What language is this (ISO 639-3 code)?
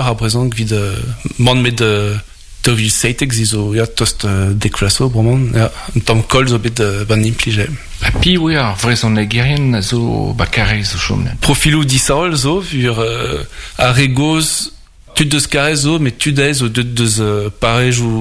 bre